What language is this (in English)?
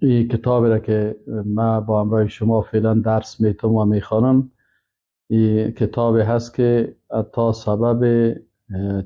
Persian